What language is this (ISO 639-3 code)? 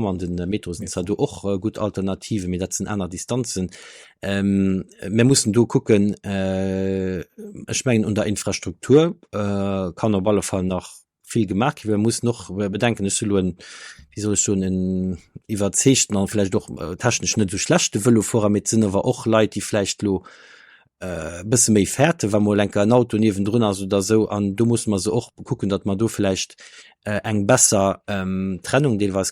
ltz